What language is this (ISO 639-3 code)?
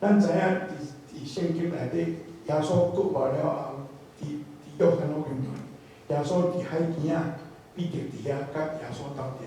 nan